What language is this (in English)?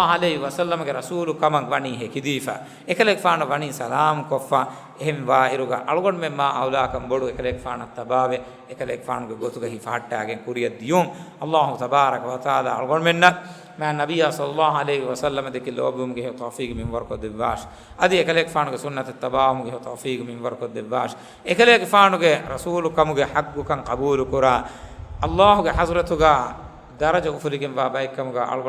Divehi